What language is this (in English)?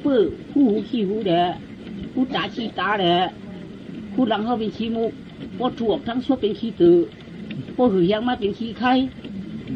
Shan